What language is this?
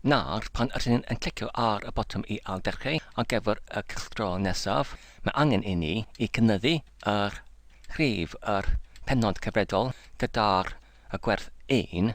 Welsh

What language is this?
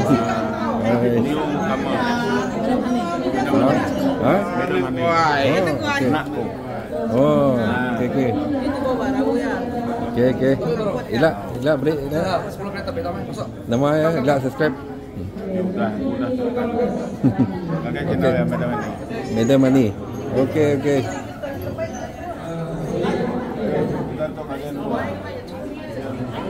Malay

